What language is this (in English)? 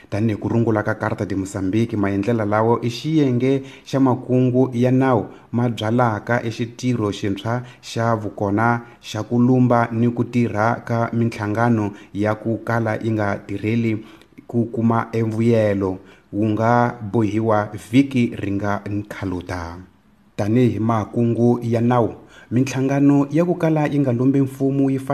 Tsonga